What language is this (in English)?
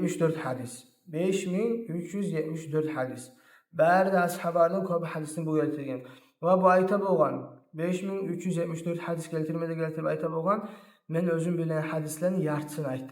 Kumyk